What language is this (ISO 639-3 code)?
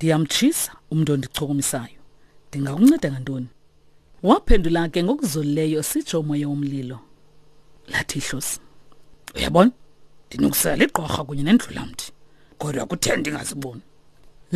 xho